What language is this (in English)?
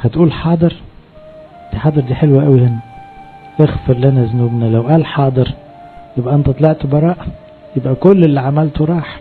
Egyptian Arabic